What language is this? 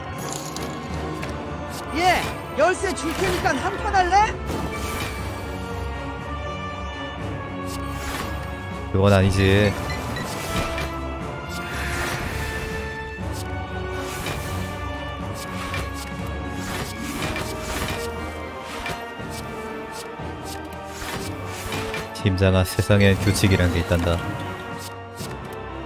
Korean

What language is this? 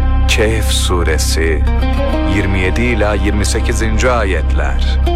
Turkish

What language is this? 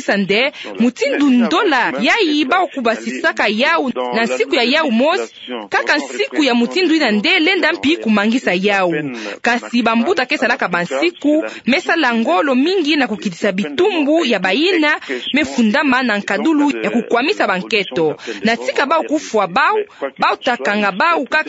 Kituba (Democratic Republic of Congo)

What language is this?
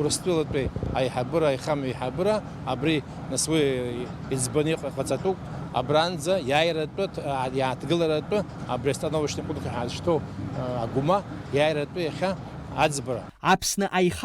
Abkhazian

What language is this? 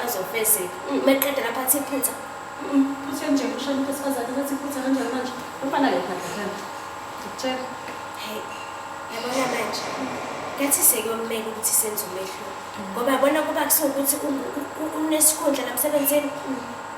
Zulu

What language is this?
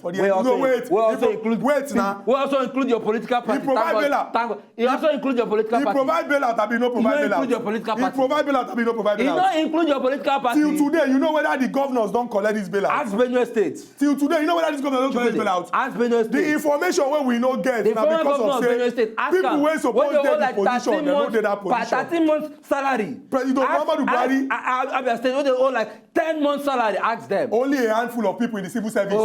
Nigerian Pidgin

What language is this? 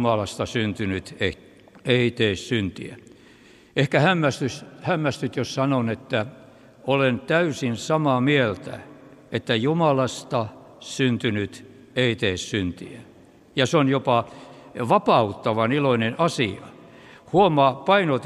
Finnish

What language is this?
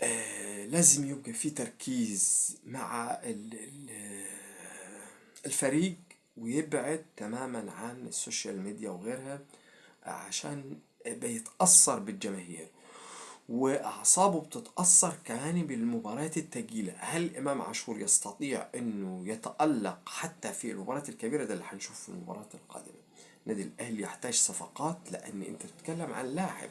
Egyptian Arabic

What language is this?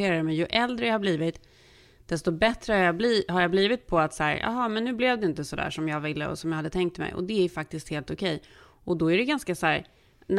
Swedish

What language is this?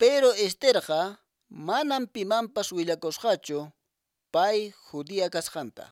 Quechua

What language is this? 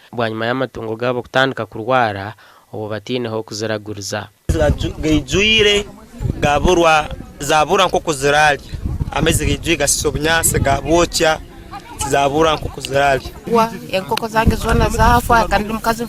Nyankole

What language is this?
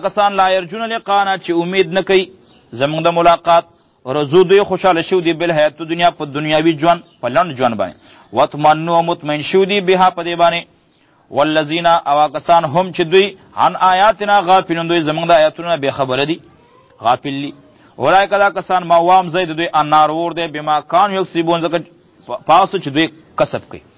Pashto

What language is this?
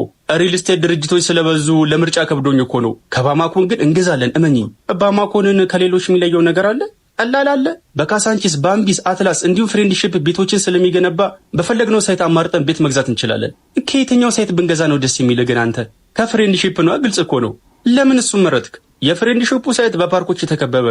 Amharic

